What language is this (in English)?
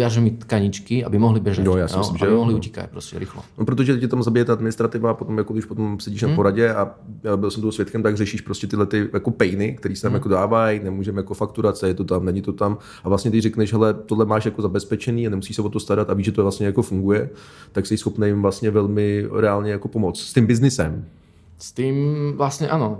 Czech